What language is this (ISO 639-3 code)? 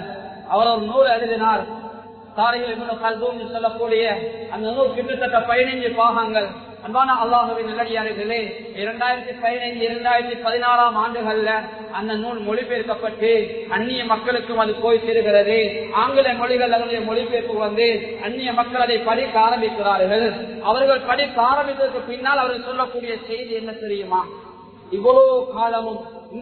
tam